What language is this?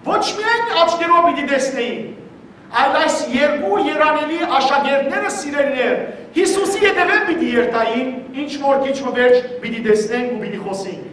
Western Armenian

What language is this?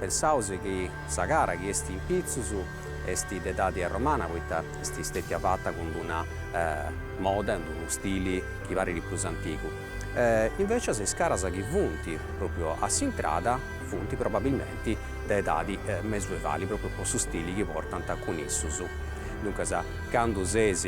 Sardinian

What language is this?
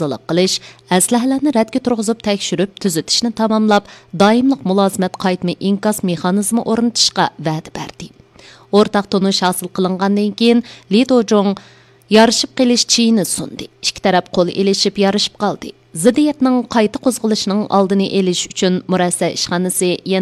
Uyghur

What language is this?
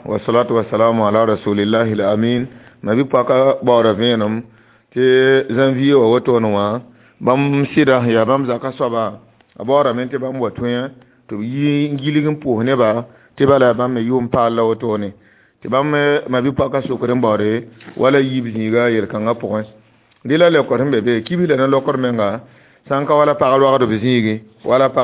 Mossi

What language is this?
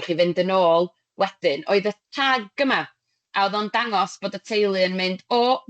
Welsh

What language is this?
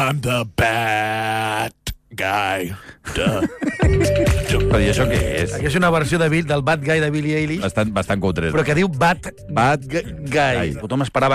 Catalan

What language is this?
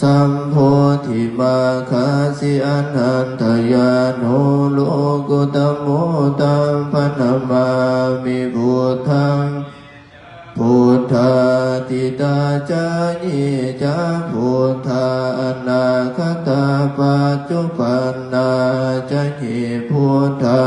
Pali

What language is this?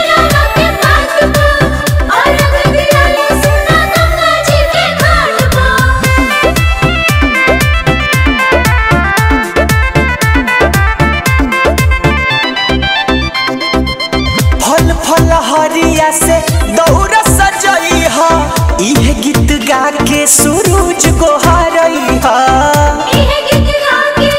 Bhojpuri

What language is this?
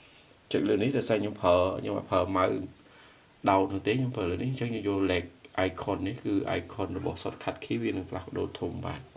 Khmer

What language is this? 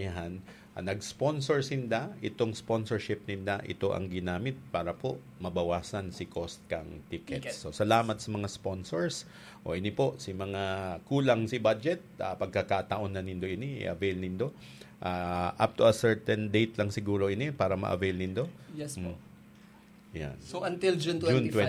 Bikol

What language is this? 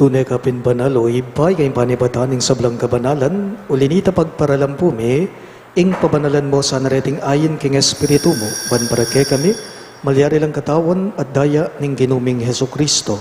Pampanga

